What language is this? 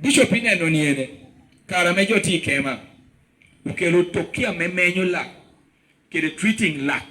Lango (Uganda)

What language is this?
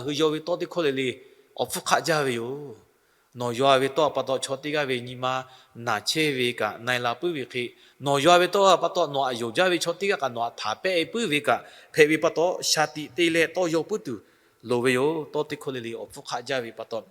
Lahu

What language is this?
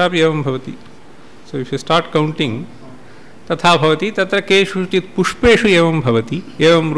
Sanskrit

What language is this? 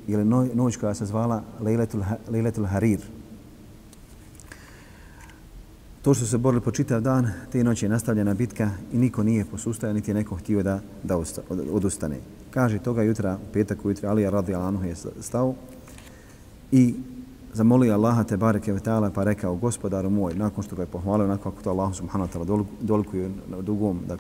Bosnian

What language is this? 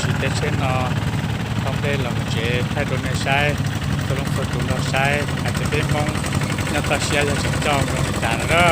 Hmong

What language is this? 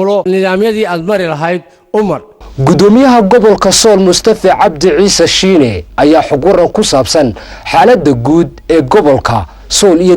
Somali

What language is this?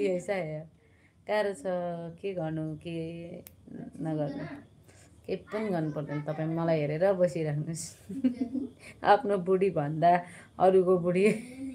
Nepali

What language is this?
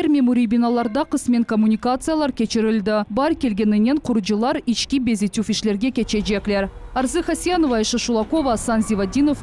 Crimean Tatar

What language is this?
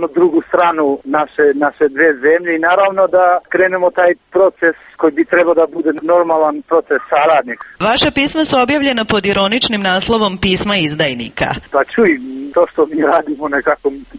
Serbian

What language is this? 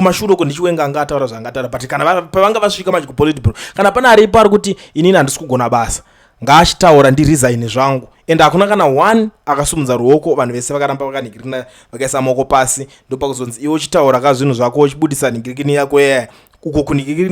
Shona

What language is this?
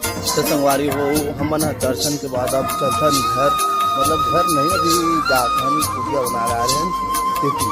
Chhattisgarhi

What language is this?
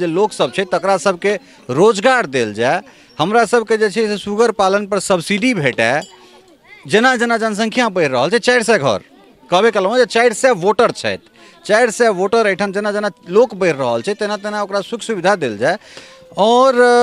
Maithili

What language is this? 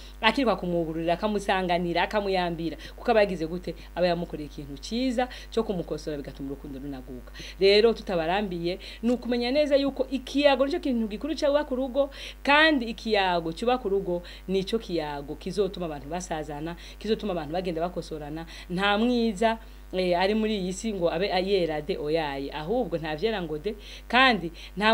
Rundi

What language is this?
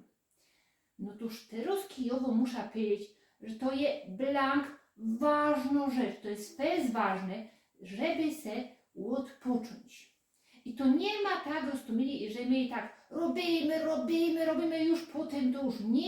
Silesian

